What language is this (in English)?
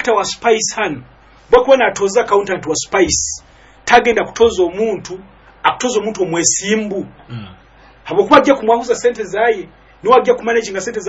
Nyoro